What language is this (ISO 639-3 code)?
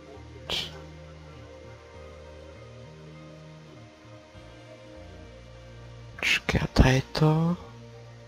ces